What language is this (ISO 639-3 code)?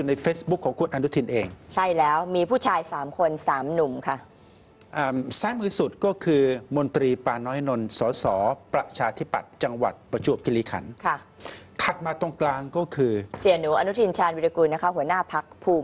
tha